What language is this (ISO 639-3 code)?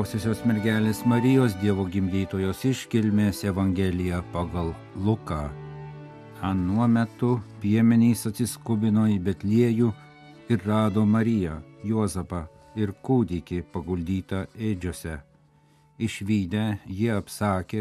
lit